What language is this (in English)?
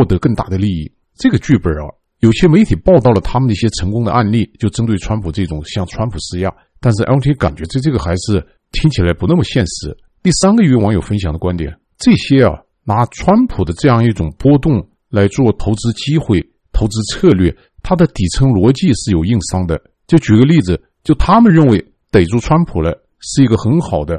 Chinese